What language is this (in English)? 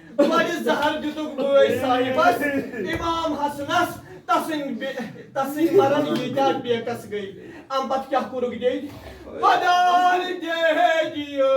Kashmiri